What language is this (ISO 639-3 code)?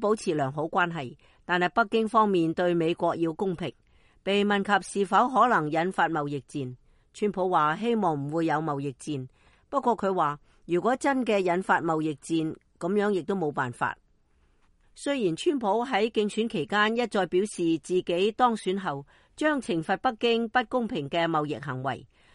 yue